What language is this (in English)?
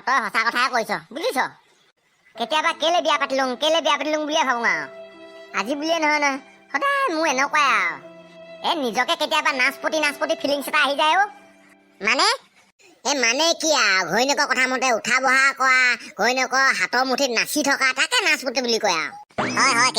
Assamese